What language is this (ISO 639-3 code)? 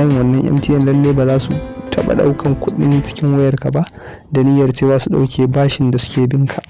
hau